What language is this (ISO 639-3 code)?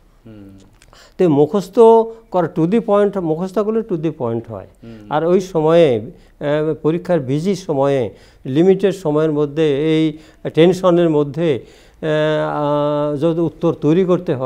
ben